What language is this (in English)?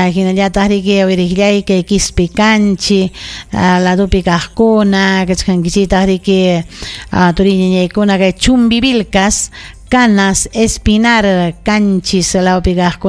Ayacucho Quechua